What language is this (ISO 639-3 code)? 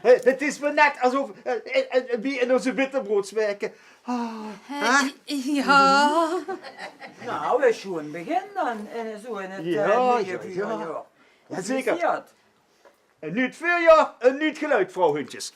lim